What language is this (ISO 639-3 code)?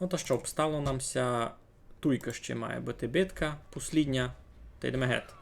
rue